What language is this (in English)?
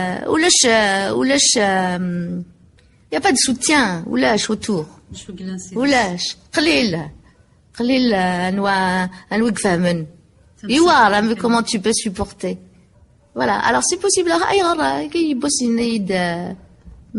Kabyle